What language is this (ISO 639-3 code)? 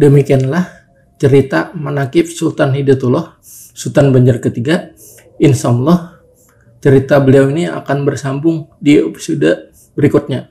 bjn